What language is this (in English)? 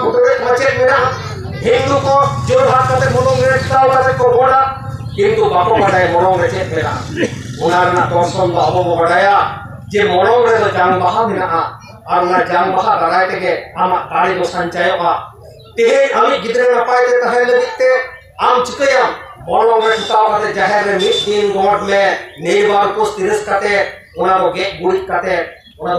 Santali